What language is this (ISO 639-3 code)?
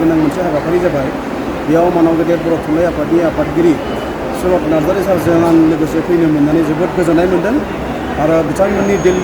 brx